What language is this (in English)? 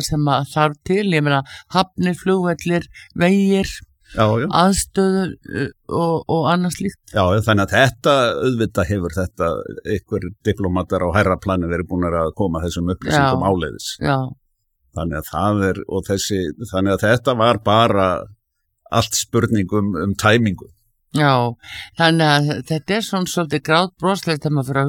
Icelandic